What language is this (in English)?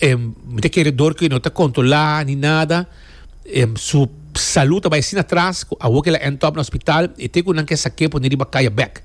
Papiamento